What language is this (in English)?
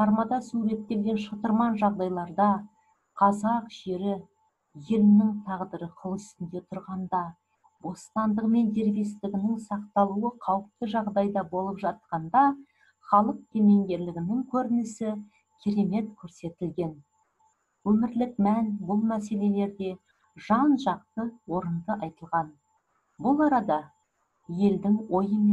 Kazakh